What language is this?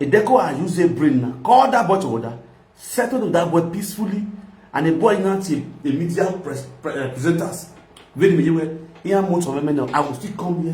Nigerian Pidgin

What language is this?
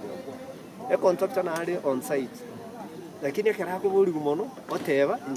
Gusii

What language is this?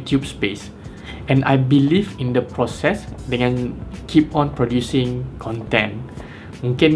Malay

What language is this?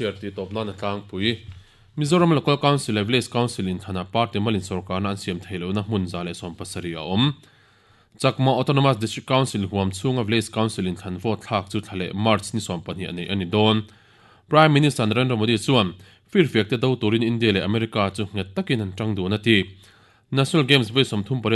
Mizo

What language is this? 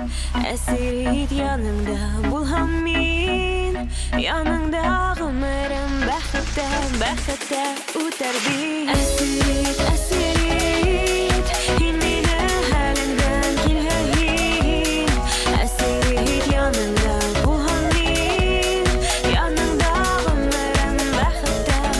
Bashkir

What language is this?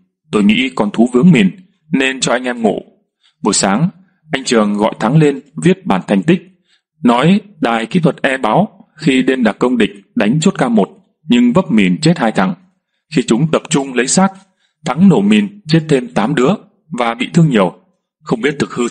Vietnamese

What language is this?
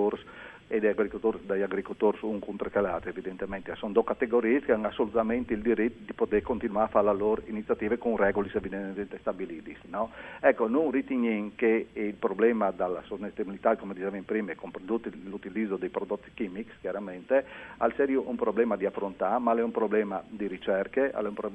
Friulian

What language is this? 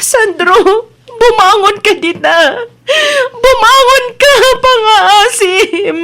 Iloko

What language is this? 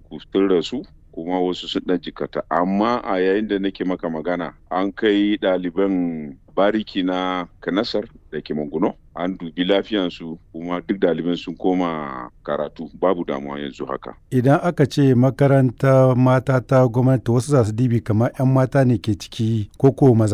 Hausa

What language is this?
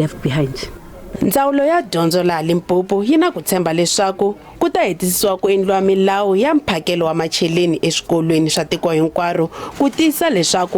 Tsonga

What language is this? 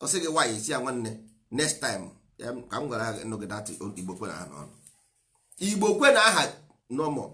Igbo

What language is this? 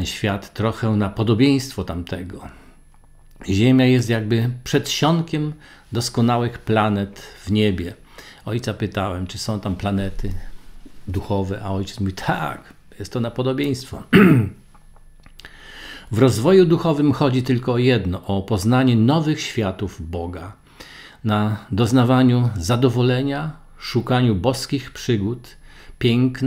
Polish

